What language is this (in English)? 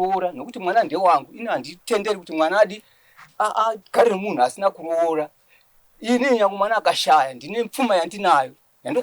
Shona